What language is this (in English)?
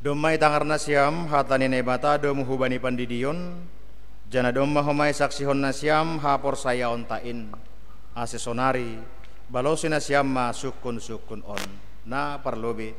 Batak Simalungun